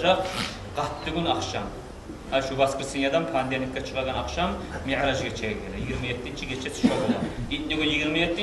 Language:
Kumyk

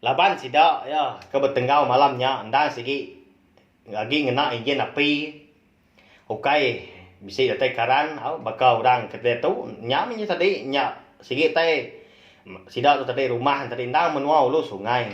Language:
Iban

